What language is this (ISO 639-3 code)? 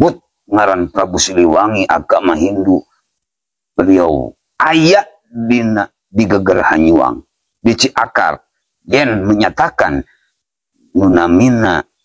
sun